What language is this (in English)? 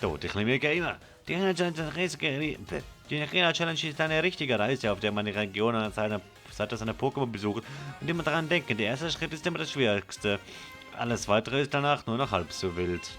Swiss German